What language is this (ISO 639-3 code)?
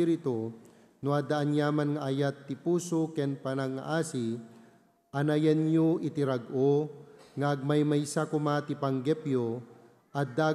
ilo